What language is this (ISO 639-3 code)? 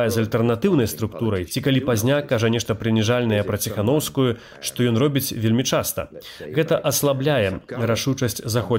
bel